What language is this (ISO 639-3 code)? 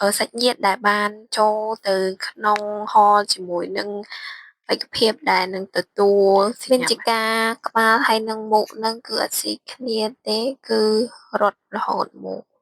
khm